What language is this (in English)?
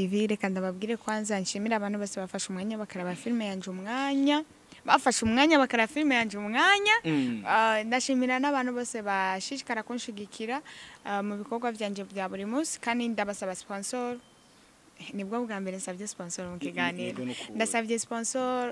Rundi